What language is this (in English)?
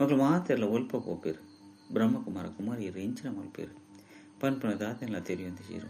Tulu